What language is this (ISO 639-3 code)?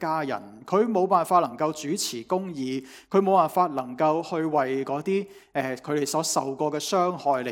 yue